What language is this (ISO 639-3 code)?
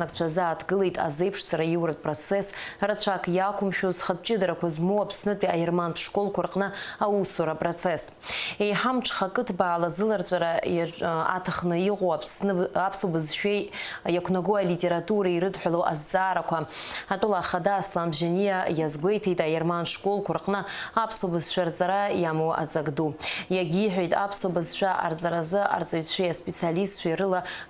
abk